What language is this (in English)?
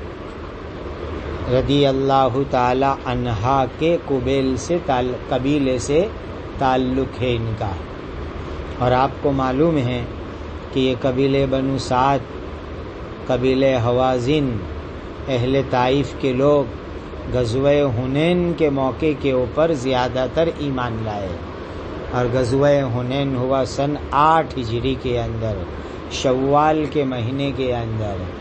Urdu